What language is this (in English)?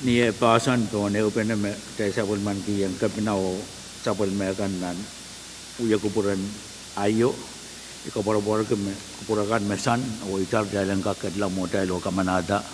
Pohnpeian